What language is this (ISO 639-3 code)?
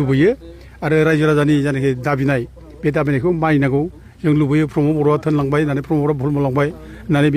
brx